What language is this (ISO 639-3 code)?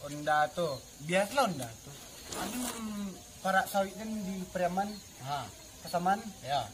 min